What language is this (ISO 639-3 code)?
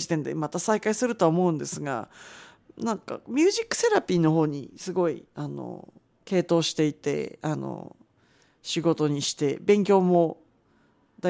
jpn